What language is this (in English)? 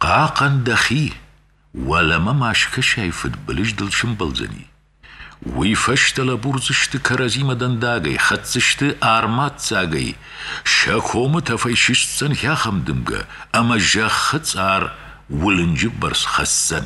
Ossetic